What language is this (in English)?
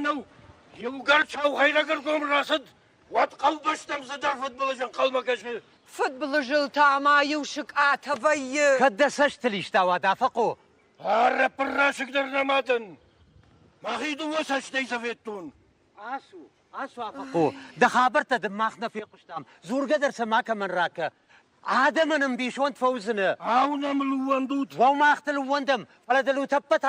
Ossetic